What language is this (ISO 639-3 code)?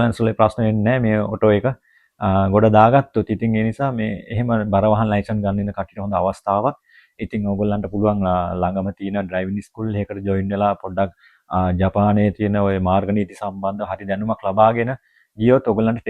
sin